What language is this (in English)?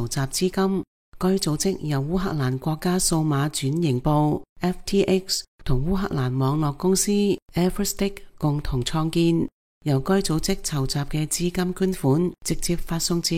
Cantonese